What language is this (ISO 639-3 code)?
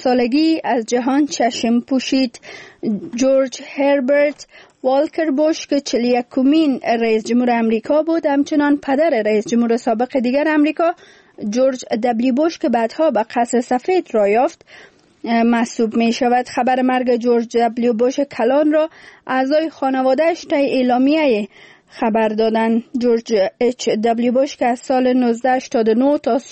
fas